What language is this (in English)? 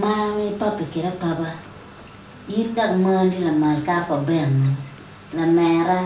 Acoli